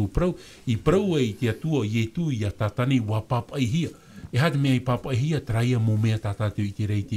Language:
Tahitian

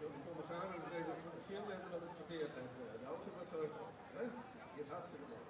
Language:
Western Frisian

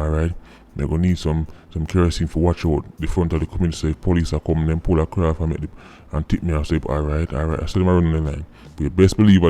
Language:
Jamaican Creole English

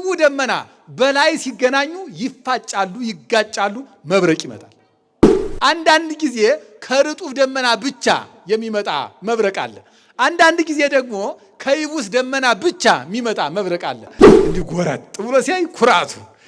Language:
Amharic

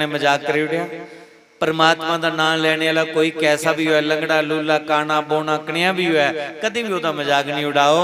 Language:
Dogri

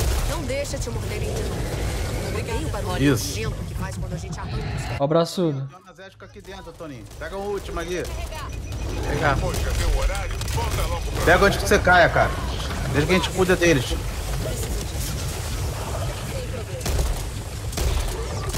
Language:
Portuguese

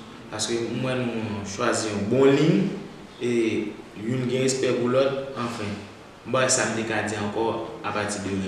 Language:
Haitian Creole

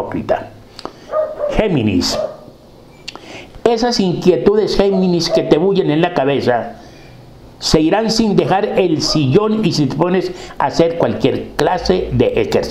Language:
Spanish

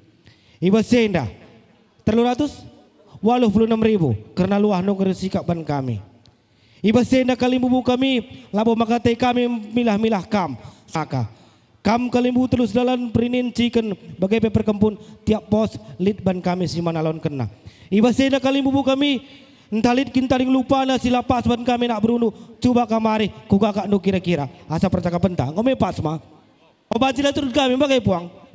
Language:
Batak Karo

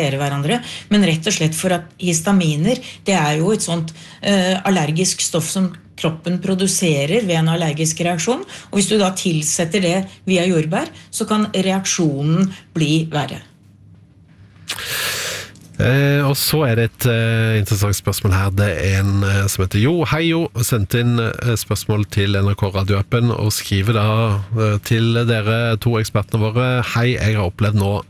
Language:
Norwegian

